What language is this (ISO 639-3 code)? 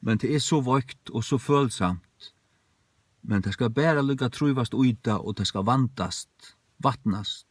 fao